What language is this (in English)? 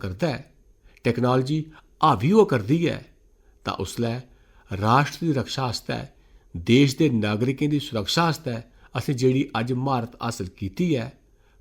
Dogri